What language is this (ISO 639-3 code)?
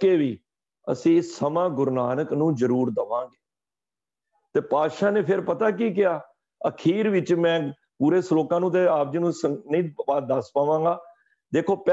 pan